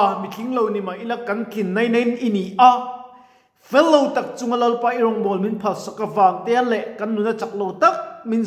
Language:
Mizo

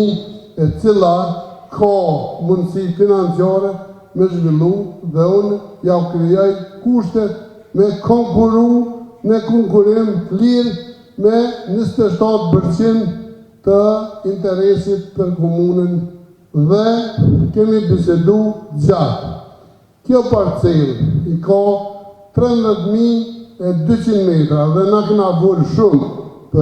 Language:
Albanian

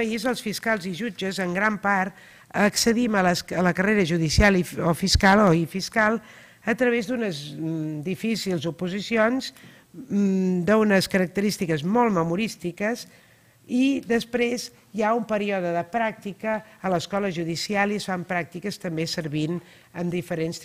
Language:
Catalan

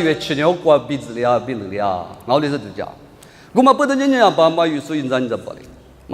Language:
Lisu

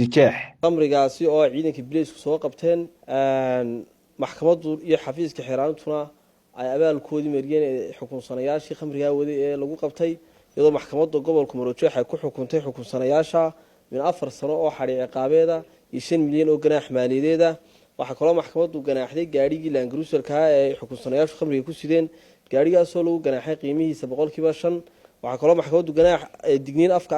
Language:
Somali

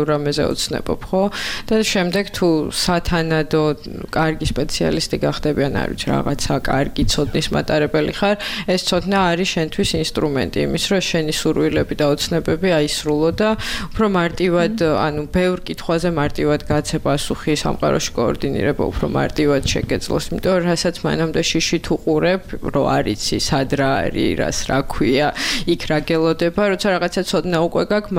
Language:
Georgian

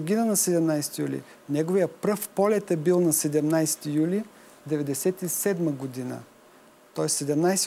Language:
Bulgarian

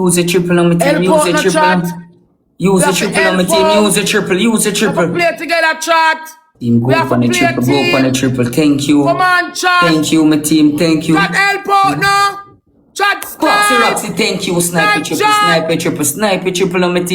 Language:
Jamaican Creole English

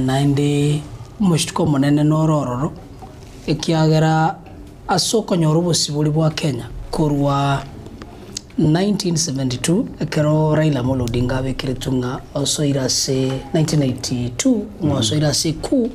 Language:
Gusii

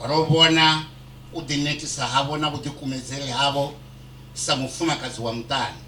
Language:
Venda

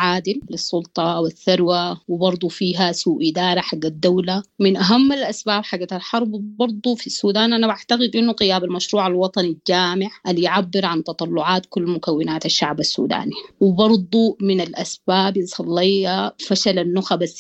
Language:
Sudanese Arabic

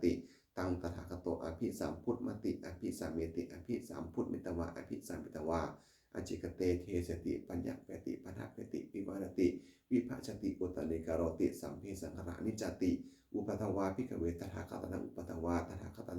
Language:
Pali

